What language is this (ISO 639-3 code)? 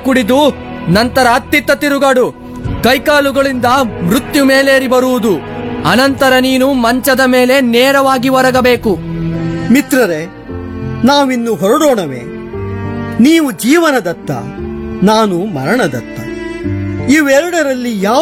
kan